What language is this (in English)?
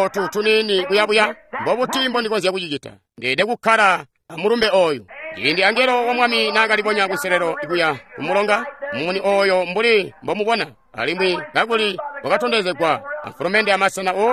Tonga (Zambia)